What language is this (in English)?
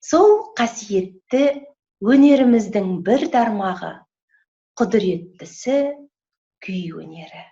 Kazakh